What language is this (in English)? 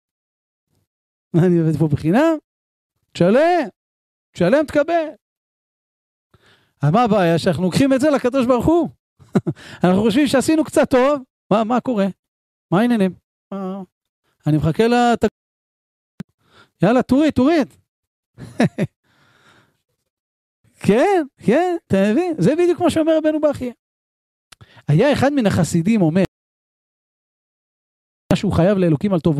Hebrew